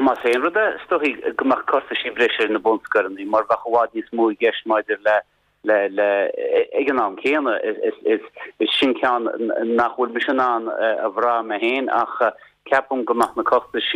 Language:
Irish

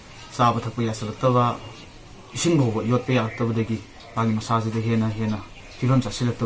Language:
Manipuri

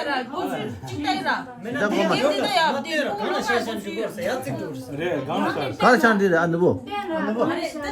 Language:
Tibetan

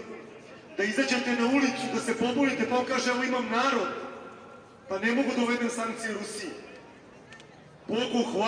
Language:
Serbian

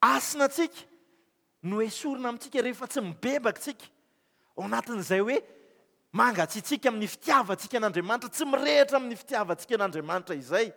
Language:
Malagasy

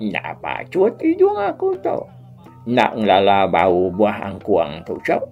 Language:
Iban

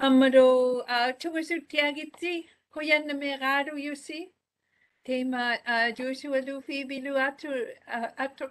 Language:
Māori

